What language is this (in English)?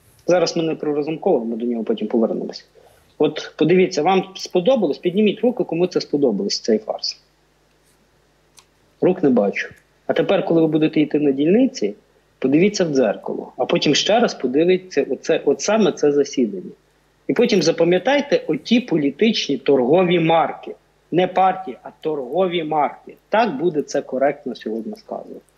Ukrainian